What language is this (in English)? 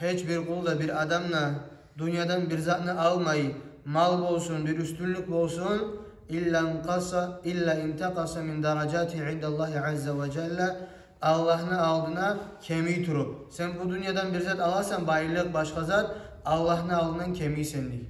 Kumyk